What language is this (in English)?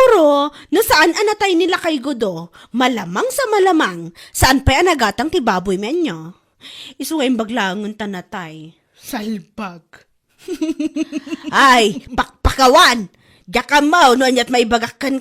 Iloko